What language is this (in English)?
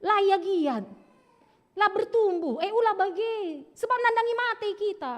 Batak Karo